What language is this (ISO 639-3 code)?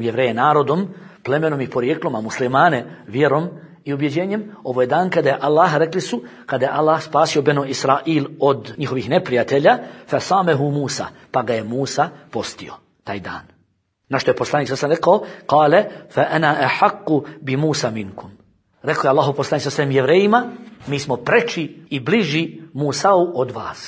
bos